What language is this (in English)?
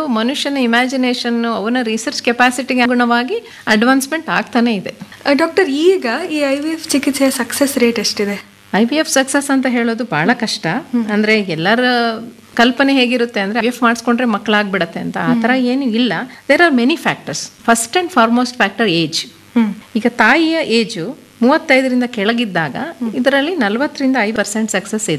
Kannada